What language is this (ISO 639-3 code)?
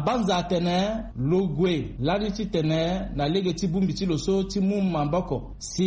sag